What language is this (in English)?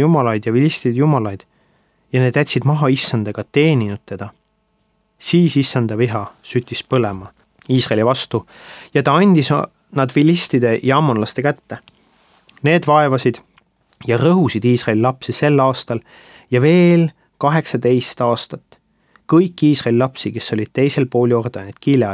Estonian